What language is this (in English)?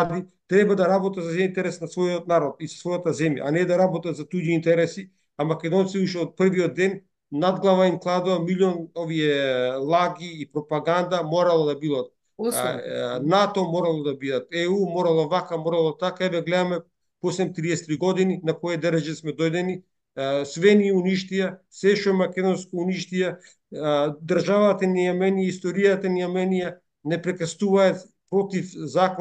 Macedonian